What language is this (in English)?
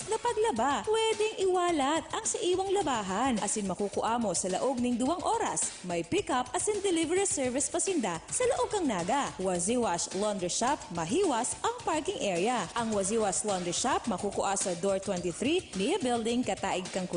Bikol